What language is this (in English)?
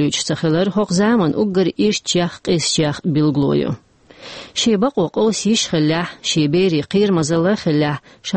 Chechen